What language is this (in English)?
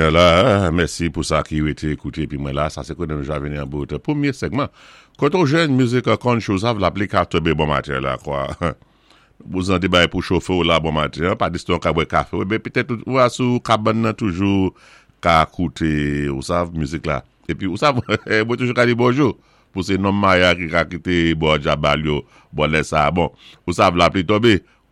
Saint Lucian Creole French